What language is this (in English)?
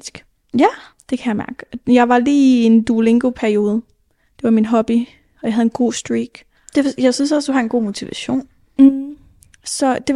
Danish